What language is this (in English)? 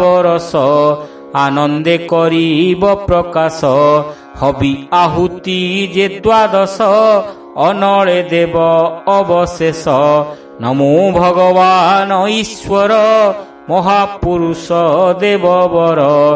Odia